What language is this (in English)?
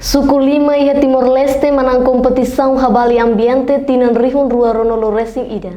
Tetum